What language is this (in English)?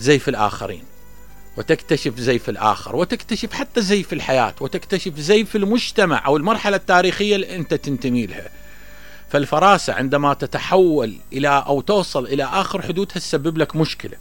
Mesopotamian Arabic